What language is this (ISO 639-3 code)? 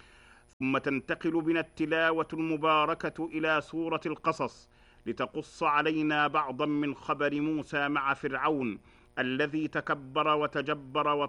ara